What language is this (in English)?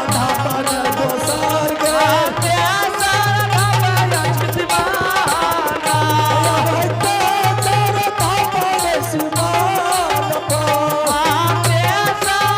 Angika